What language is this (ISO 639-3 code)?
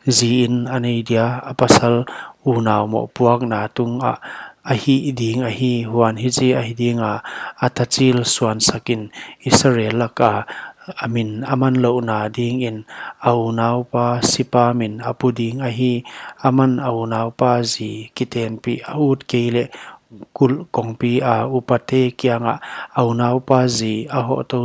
pck